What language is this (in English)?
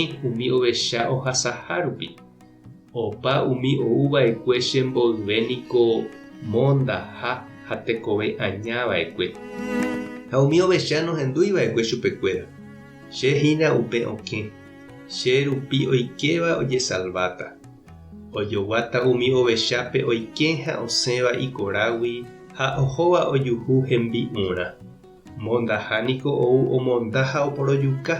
Guarani